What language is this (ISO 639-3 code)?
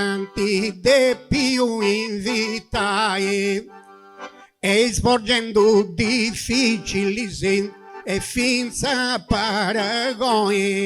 srd